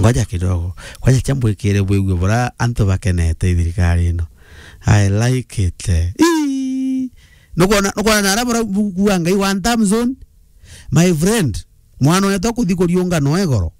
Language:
Meru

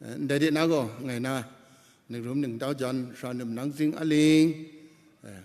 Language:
Kachin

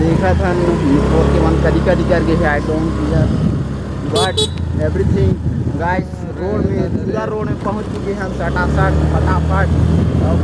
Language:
Chhattisgarhi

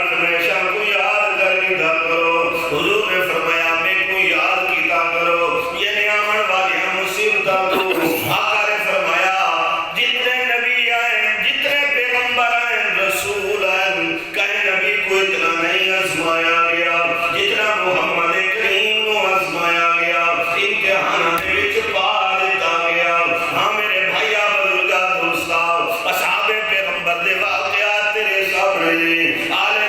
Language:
Saraiki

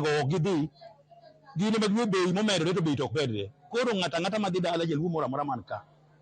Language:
Luo (Kenya and Tanzania)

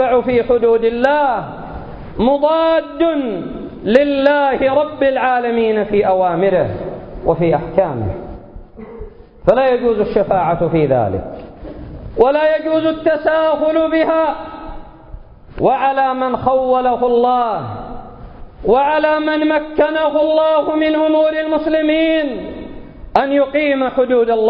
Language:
Arabic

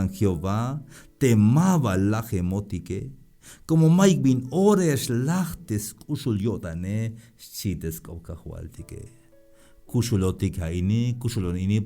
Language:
Tzeltal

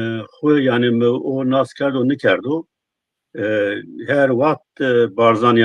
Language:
Zaza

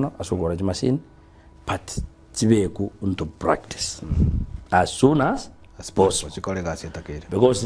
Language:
Gusii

